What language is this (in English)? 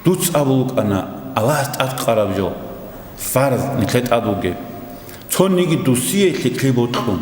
Avaric